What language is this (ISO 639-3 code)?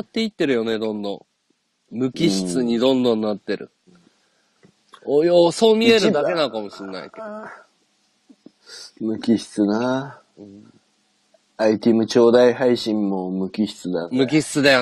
jpn